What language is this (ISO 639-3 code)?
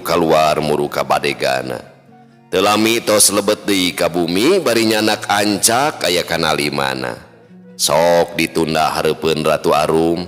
sun